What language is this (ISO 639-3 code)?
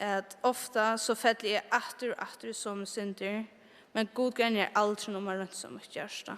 fao